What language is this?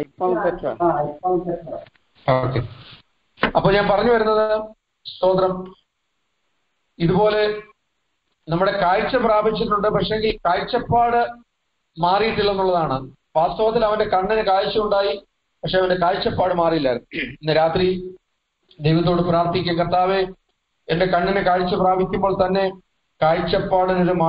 Malayalam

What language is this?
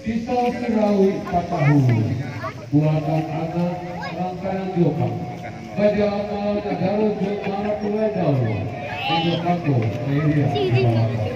Minangkabau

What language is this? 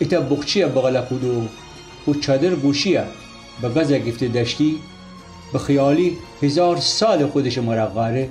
Gilaki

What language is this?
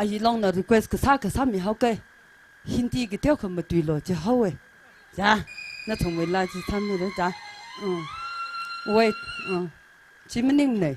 Tangkhul Naga (India)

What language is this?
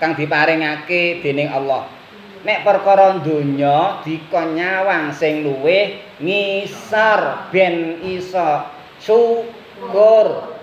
Javanese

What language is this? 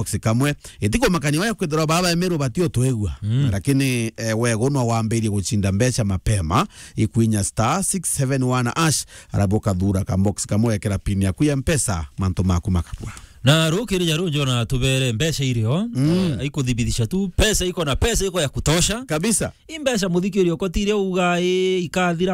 Meru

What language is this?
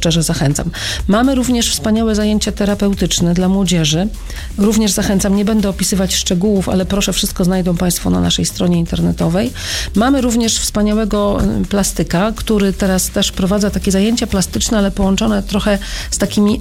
Polish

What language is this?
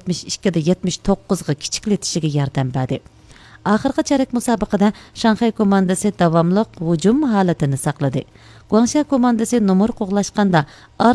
Uyghur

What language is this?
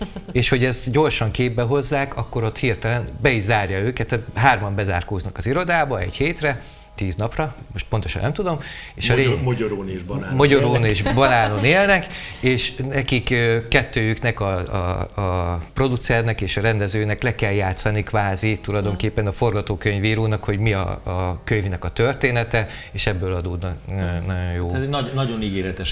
Hungarian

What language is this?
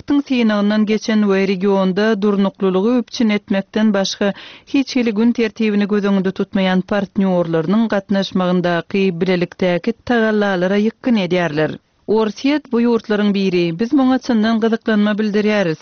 Turkmen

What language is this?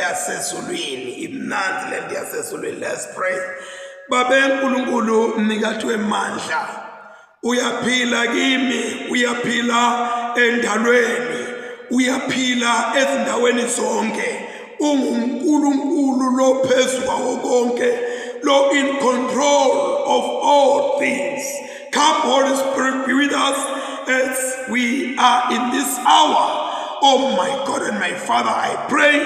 Zulu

